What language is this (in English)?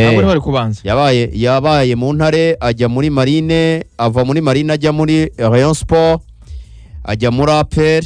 Kinyarwanda